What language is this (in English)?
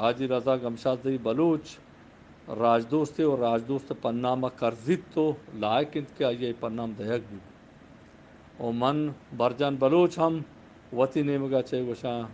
Eastern Balochi